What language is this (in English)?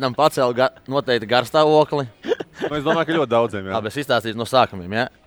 Latvian